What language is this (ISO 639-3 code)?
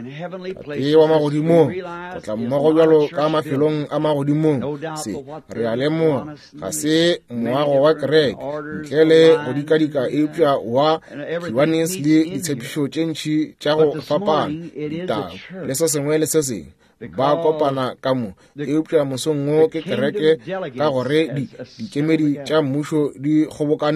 nso